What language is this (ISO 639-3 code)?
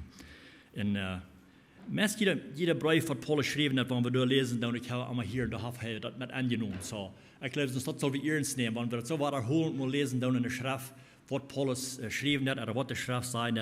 pdt